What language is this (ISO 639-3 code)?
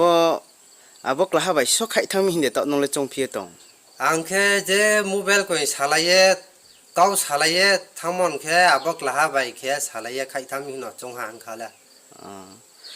ria